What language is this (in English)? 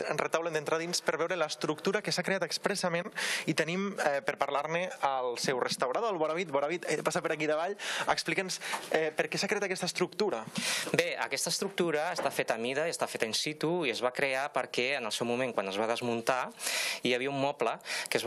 Catalan